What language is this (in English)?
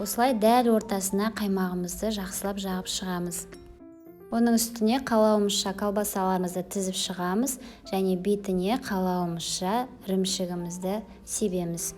Kazakh